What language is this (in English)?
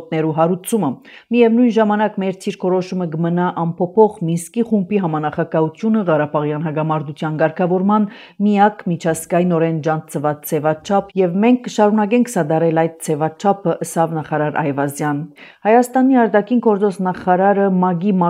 Armenian